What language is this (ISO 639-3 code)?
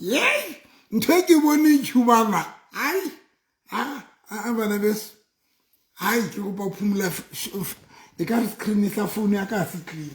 sot